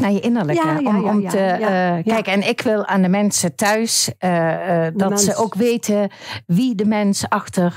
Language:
Dutch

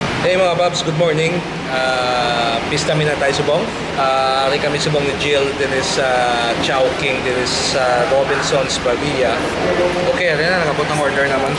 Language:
Hiligaynon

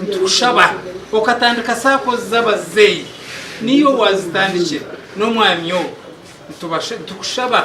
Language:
Nyankole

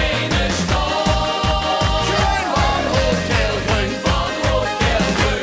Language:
Limburgish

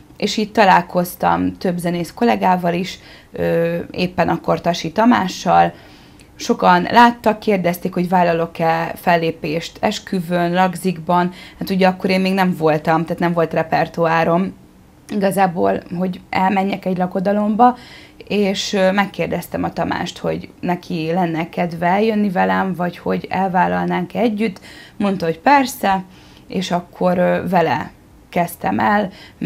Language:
Hungarian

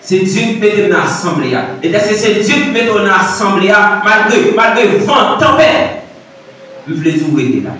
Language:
Haitian Creole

